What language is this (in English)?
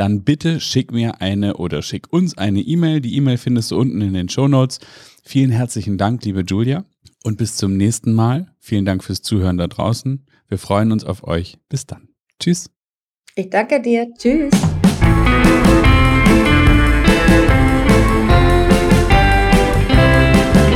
German